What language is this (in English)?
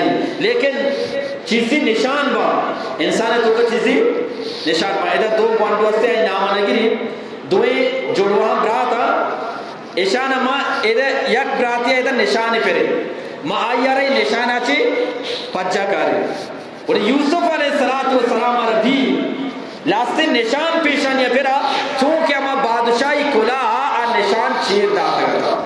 Eastern Balochi